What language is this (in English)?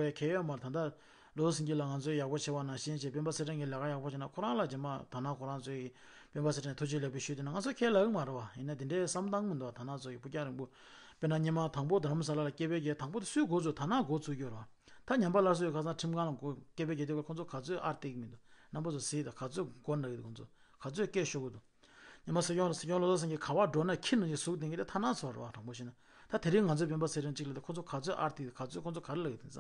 Tibetan